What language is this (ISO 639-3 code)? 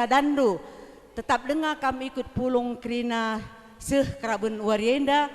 btx